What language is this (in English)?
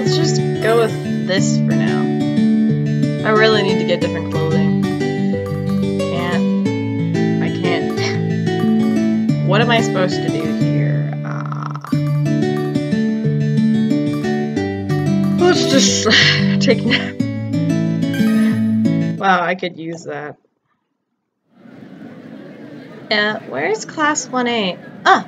English